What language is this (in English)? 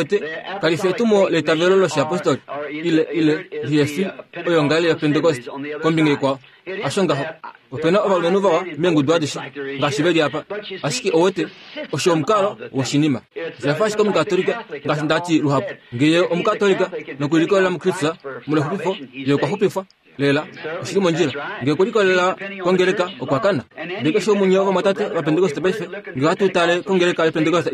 Kuanyama